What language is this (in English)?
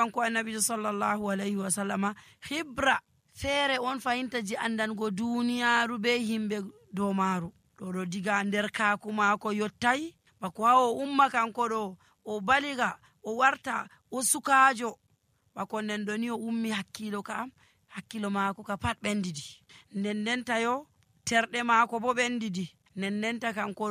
Nigerian Fulfulde